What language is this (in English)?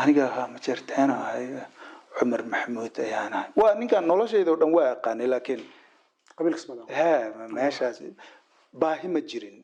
Somali